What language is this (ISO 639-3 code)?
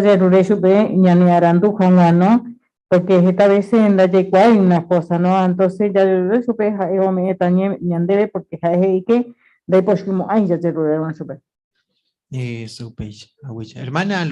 grn